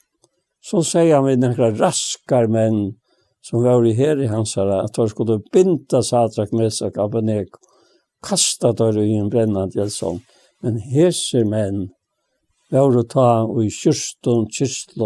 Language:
Faroese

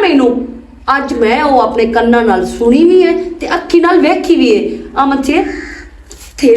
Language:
Western Panjabi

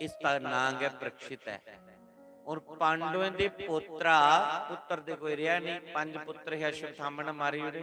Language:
Dogri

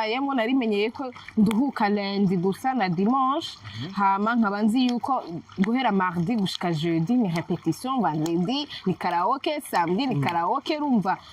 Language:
Rundi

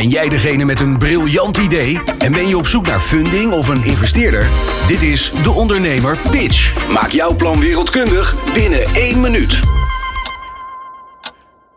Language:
Dutch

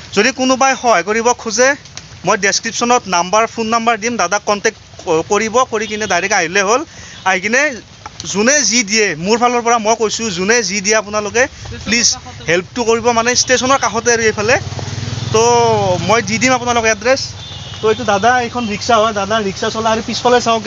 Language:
Assamese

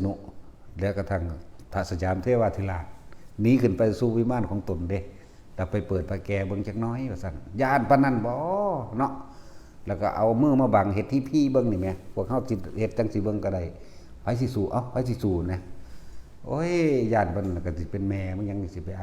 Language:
Northeastern Thai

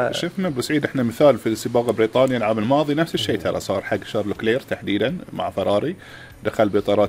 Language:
Gulf Arabic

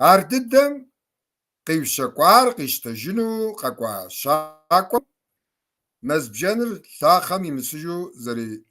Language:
Kabardian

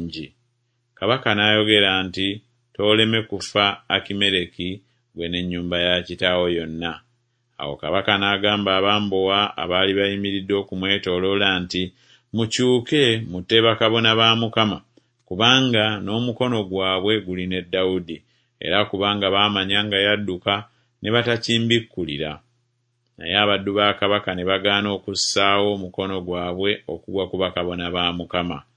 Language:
Ganda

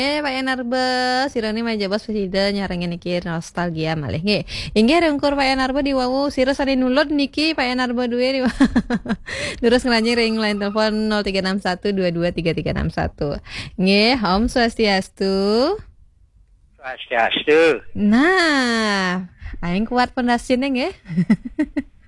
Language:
Balinese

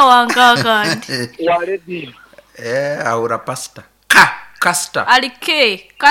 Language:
Nyankole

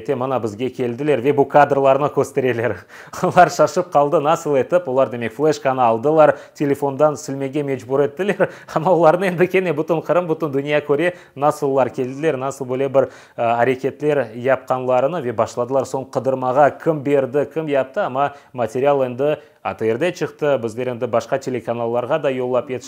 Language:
Crimean Tatar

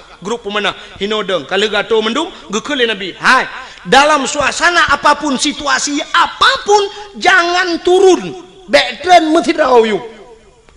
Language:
Achinese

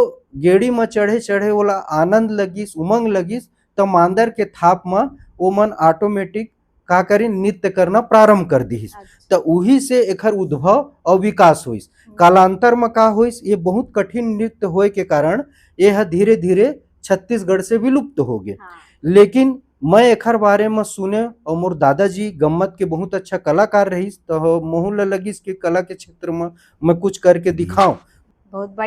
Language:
Chhattisgarhi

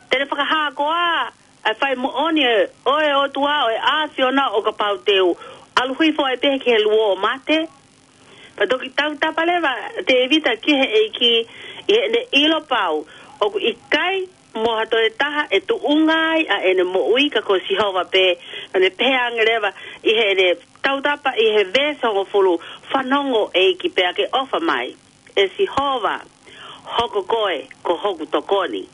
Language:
Tongan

